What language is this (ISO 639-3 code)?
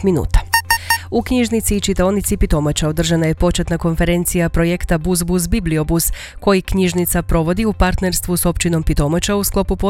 hrv